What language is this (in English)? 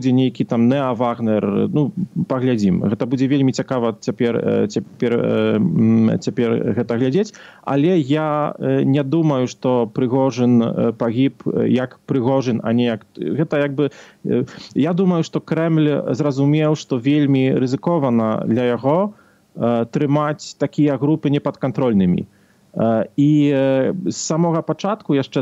Belarusian